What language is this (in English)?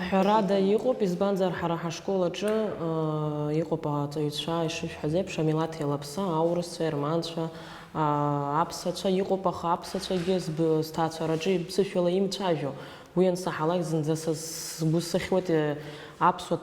Abkhazian